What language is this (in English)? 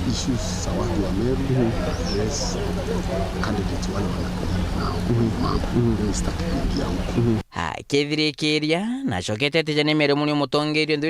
Meru